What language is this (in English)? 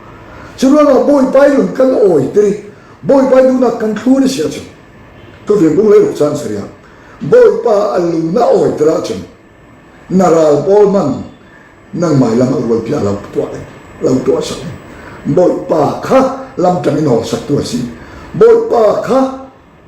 Falam Chin